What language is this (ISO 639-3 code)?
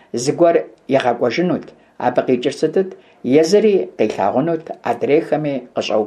kbd